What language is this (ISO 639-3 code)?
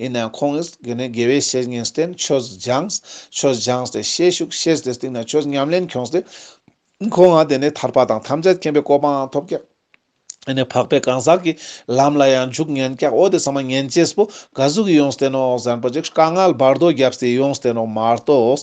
lbj